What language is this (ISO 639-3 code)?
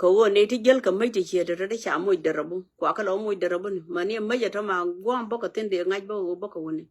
nus